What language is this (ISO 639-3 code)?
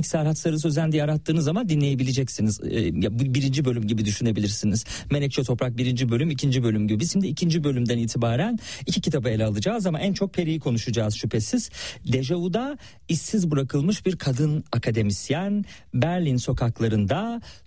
tur